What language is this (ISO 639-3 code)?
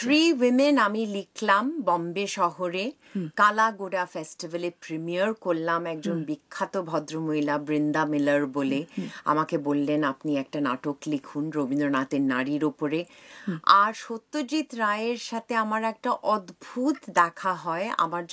ben